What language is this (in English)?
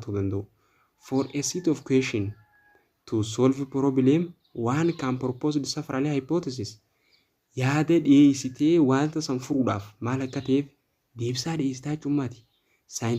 Oromo